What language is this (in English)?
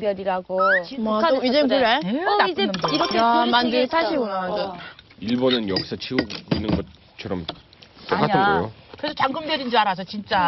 Korean